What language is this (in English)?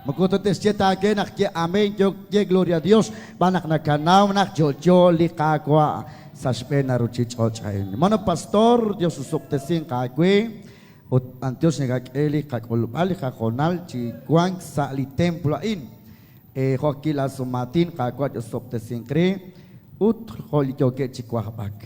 Kekchí